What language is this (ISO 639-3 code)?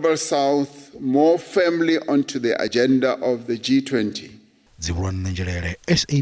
ven